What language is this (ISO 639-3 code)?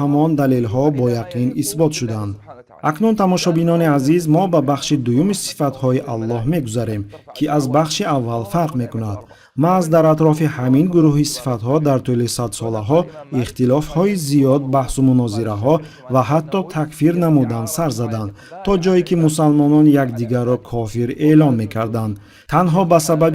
tgk